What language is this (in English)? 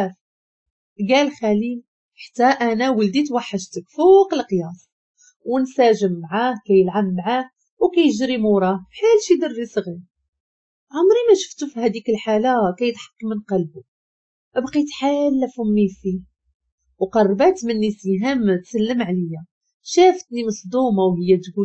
Moroccan Arabic